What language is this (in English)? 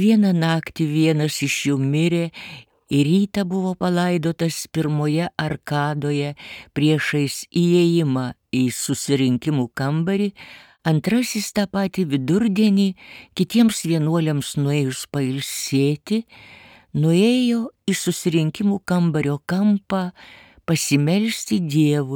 Lithuanian